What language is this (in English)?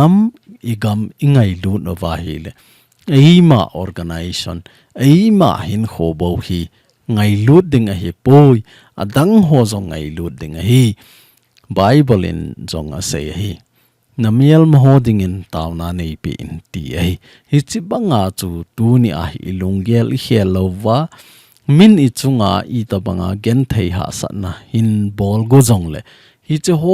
Thado Chin